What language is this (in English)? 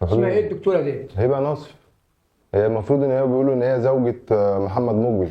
Egyptian Arabic